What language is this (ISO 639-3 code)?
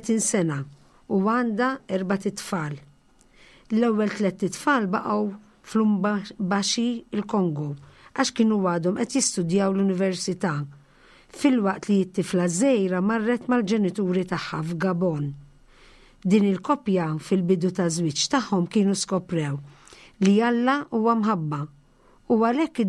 mlt